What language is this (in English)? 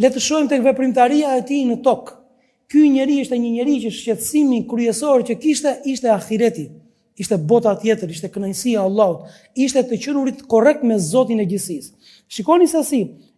Albanian